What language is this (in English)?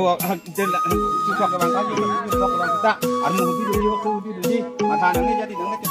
Karbi